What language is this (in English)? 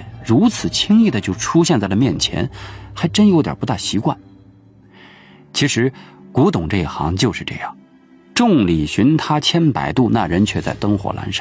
Chinese